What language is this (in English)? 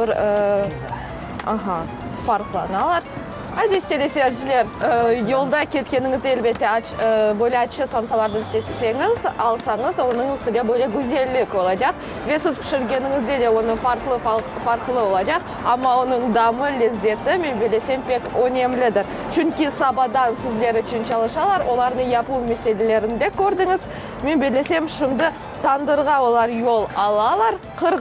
Crimean Tatar